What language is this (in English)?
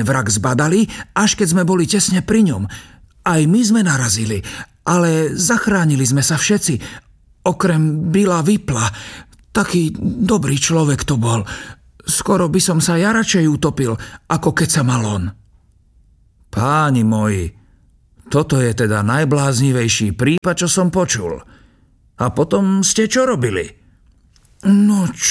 Slovak